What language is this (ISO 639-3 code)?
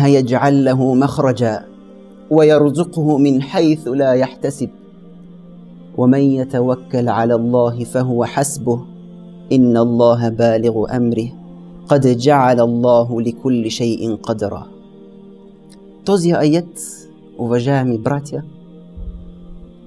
bul